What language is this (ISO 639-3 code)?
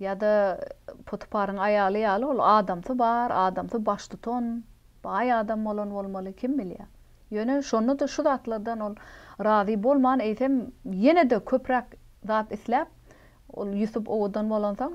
tuk